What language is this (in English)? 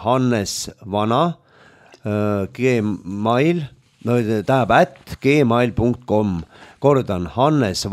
Estonian